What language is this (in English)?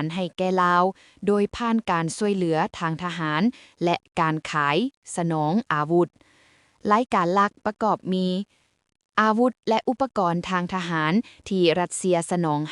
Lao